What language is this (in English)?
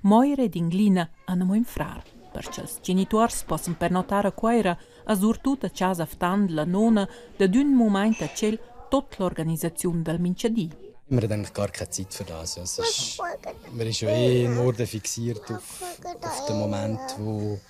Romansh